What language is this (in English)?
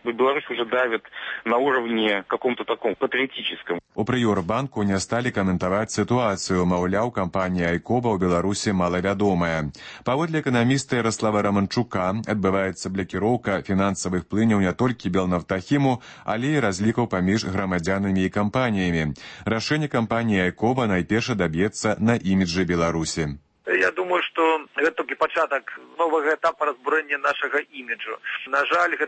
Belarusian